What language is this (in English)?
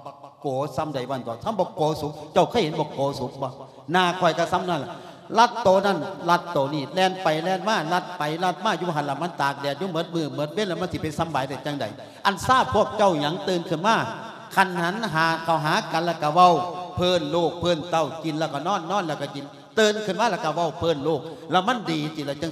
Lao